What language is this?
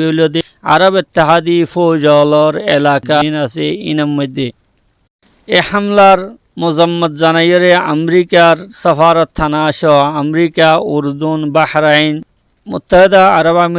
Rohingya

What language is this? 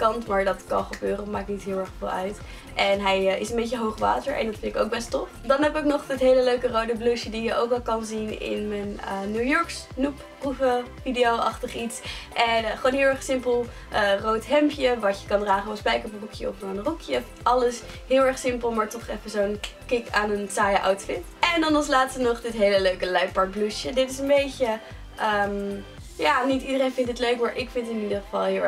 Dutch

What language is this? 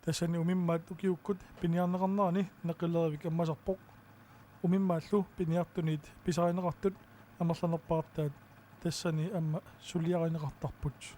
Kalaallisut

